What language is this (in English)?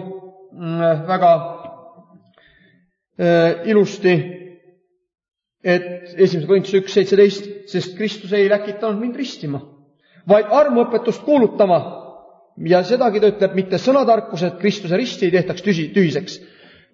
Estonian